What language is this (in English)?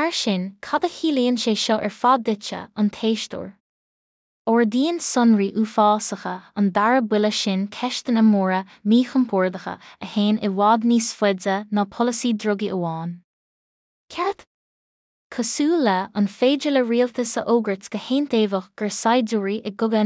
Irish